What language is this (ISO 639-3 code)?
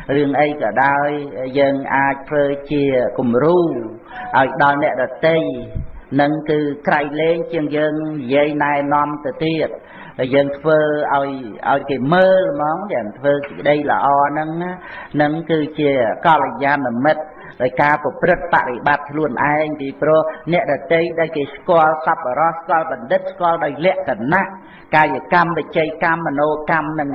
khm